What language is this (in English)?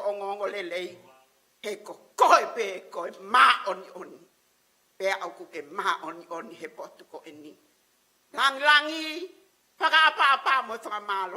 Tongan